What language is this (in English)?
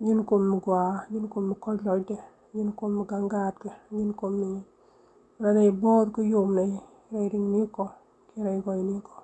Nuer